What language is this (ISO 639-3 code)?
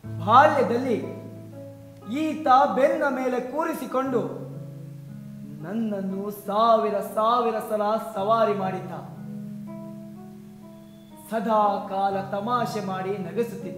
kan